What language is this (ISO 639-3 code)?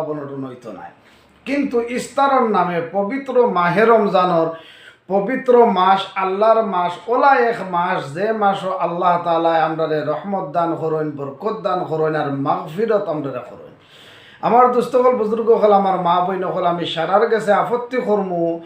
syl